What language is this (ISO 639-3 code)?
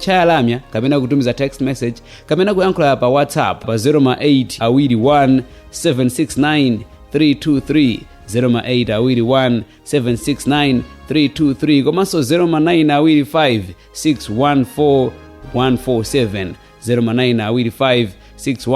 nya